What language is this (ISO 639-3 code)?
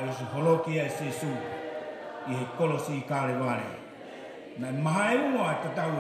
ton